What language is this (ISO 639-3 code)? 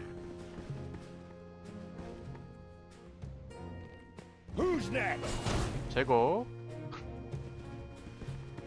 kor